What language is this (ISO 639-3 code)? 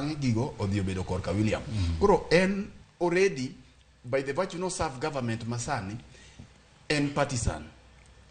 luo